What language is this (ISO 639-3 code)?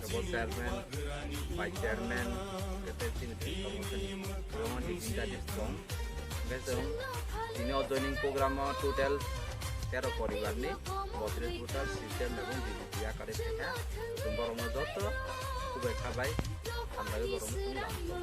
trp